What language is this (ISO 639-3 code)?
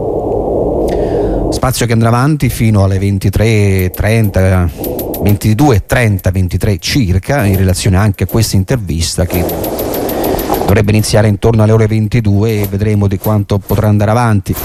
ita